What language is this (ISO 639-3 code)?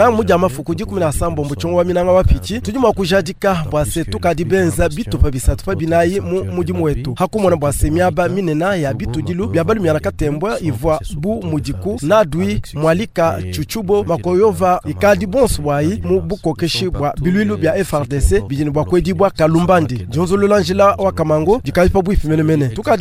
lua